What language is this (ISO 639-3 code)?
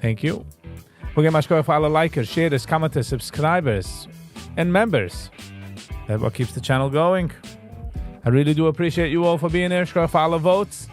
yid